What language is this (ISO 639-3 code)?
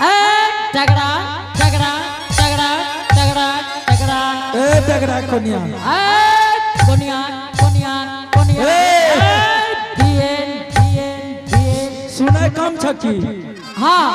anp